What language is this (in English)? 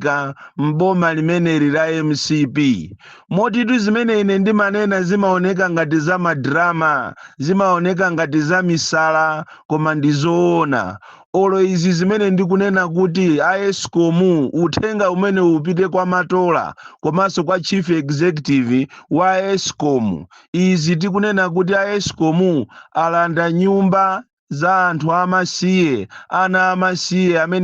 Nyanja